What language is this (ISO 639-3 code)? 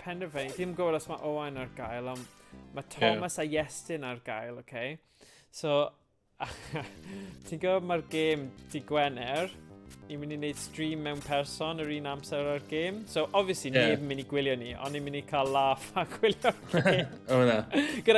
cym